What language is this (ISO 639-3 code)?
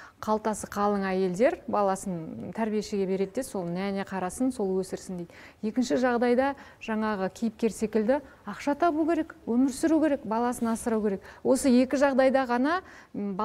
kaz